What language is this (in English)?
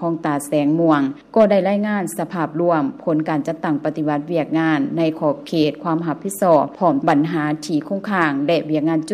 Lao